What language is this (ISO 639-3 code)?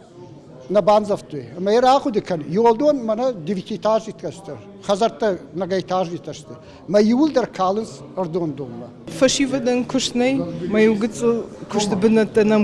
oss